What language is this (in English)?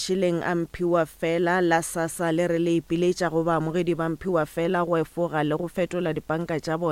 Northern Sotho